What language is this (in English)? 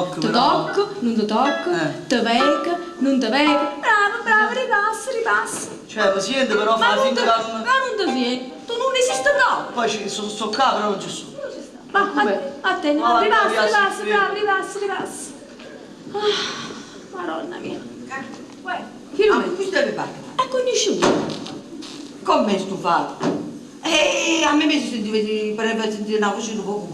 Neapolitan